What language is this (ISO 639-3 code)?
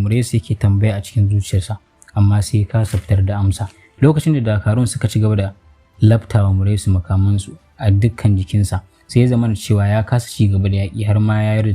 hau